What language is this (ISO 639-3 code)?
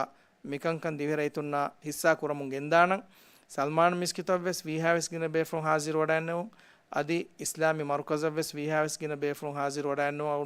div